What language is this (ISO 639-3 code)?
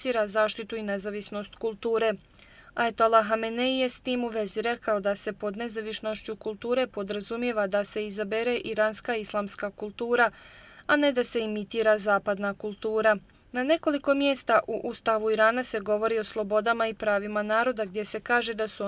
bos